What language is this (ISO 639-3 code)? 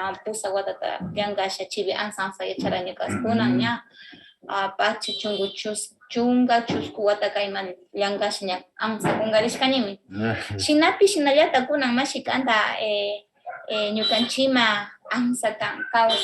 qvz